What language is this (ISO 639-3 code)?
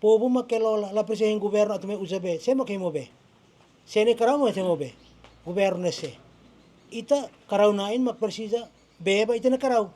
tet